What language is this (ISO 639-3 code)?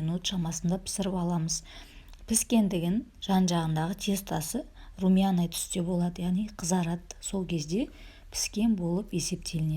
kaz